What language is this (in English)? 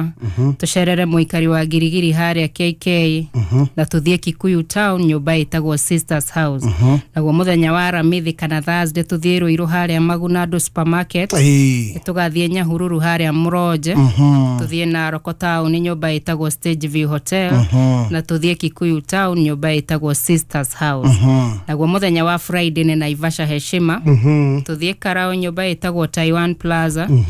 Kikuyu